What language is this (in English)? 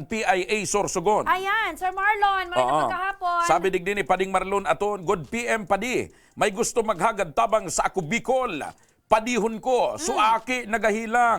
Bikol